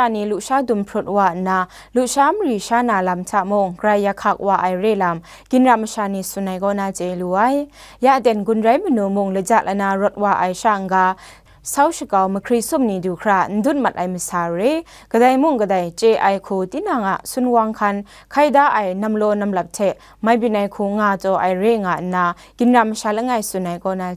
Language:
Kachin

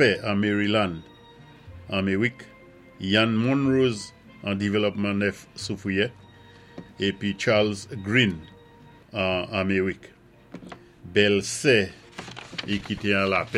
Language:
Saint Lucian Creole French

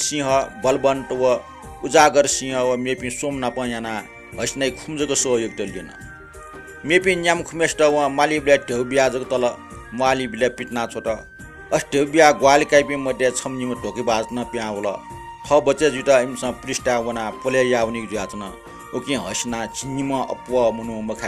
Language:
Newari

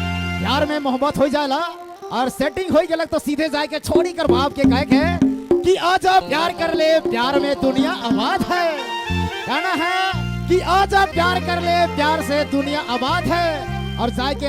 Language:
Sadri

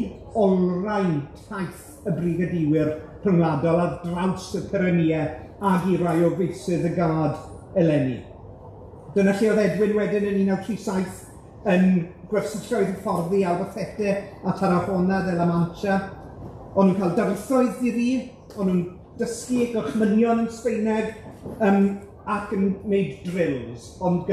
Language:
Welsh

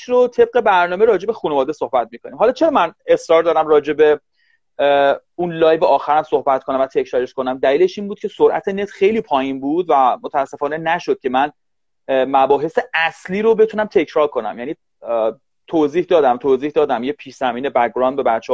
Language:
Persian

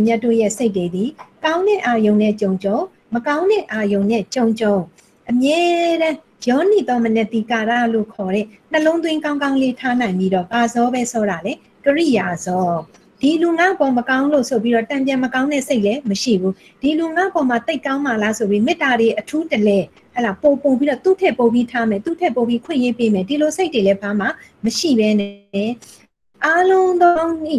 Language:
Burmese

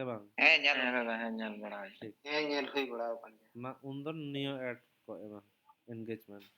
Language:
Santali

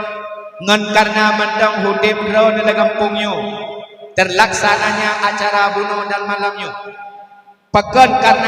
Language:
Achinese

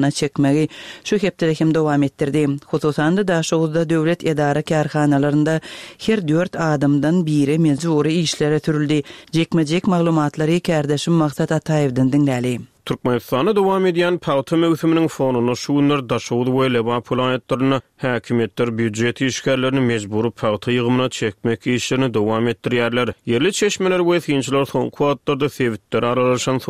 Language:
Turkmen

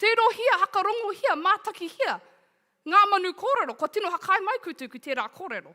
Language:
Māori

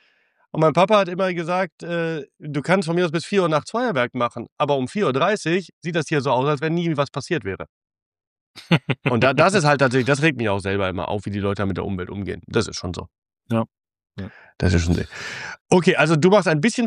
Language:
German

